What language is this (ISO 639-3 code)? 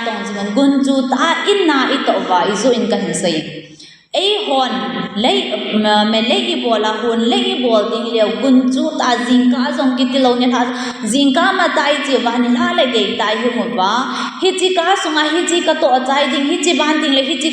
tcz